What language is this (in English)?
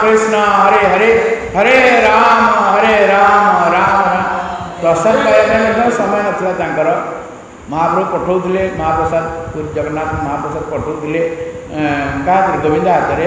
Odia